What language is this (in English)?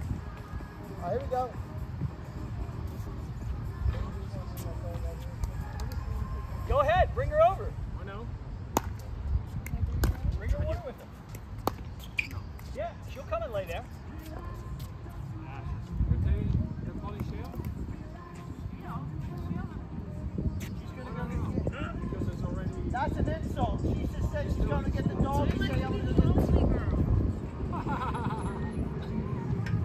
English